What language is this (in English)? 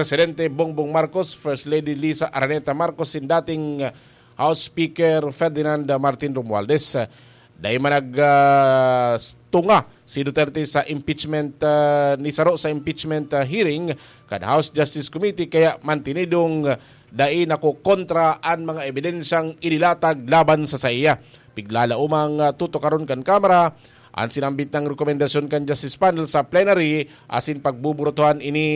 Bikol